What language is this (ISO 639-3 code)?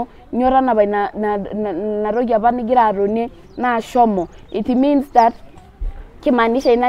mas